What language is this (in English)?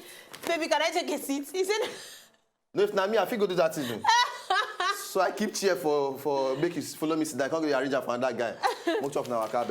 Nigerian Pidgin